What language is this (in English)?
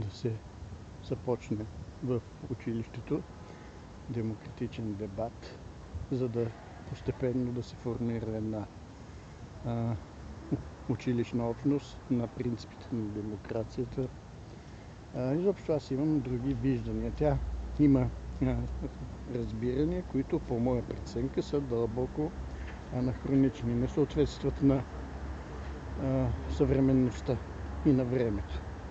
Bulgarian